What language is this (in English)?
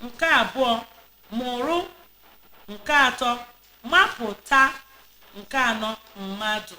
Igbo